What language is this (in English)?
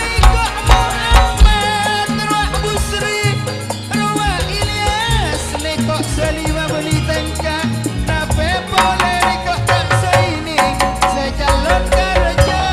Madurese